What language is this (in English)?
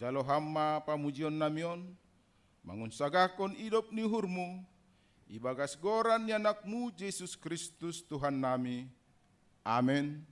Batak Simalungun